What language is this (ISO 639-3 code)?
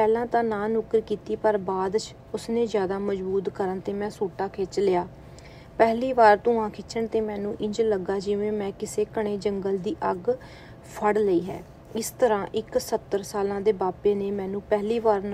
pan